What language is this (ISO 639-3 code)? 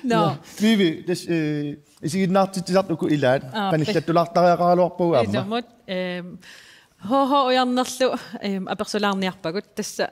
kal